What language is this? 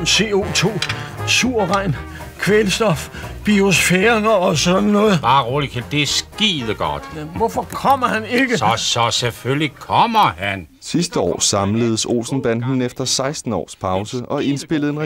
Danish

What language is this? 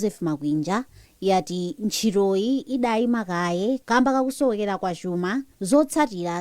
Nyanja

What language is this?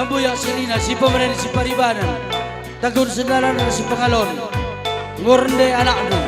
Batak Karo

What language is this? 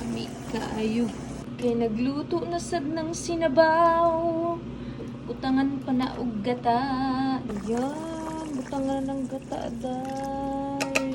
Cebuano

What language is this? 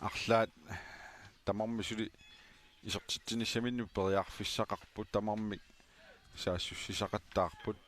Kalaallisut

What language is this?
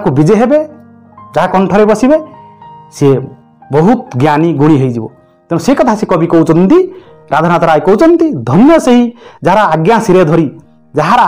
Odia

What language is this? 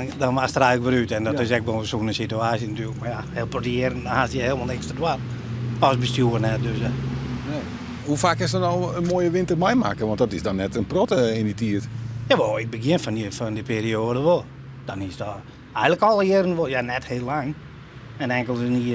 Western Frisian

